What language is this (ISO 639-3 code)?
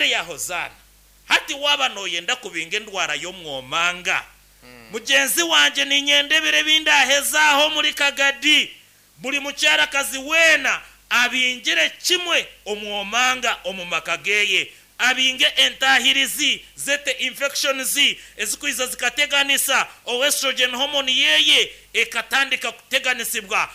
nyn